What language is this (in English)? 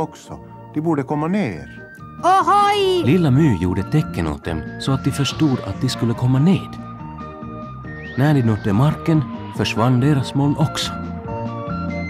Swedish